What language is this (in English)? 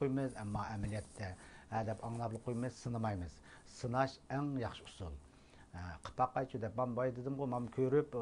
Uyghur